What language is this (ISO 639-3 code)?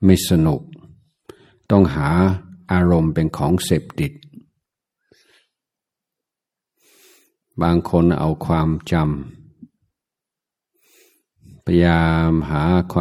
tha